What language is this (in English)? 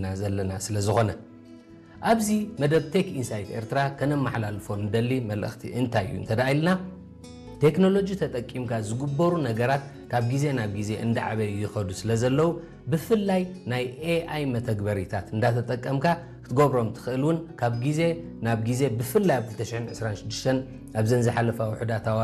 Tigrinya